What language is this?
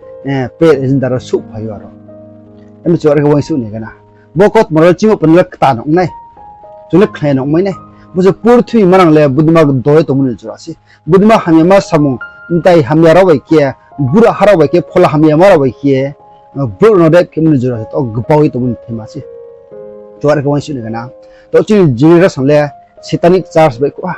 Riang (India)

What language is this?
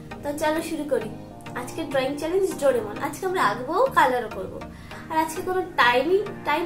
Bangla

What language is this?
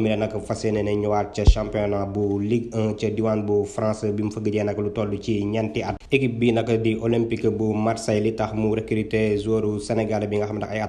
Wolof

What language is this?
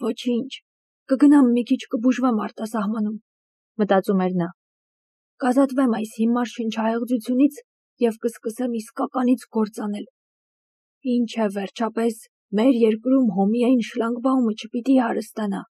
Armenian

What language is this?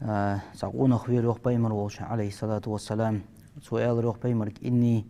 Ingush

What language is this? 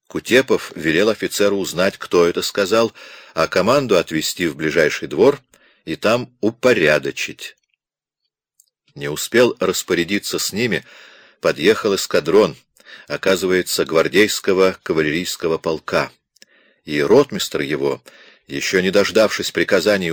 Russian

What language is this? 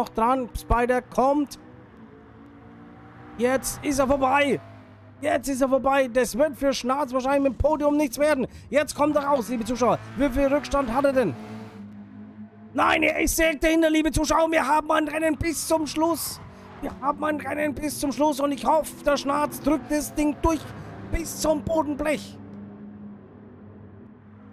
German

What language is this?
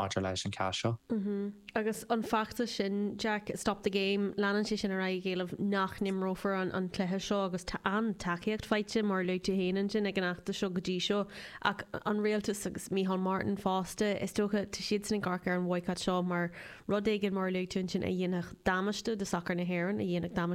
Irish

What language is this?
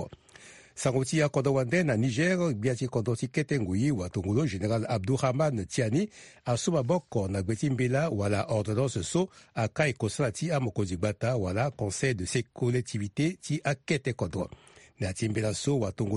Sango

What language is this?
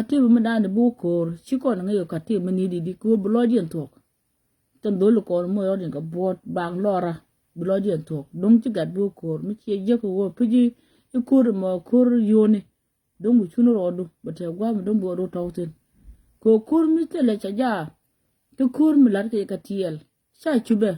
Nuer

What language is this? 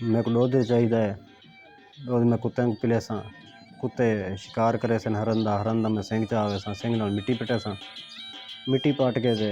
Saraiki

